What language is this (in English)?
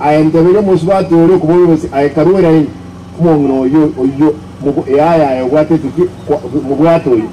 Gusii